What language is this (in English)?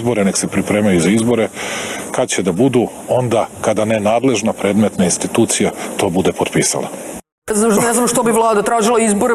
Serbian